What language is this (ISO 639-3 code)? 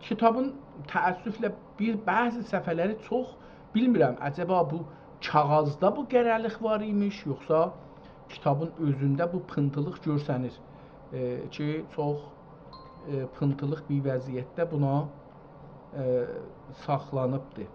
azb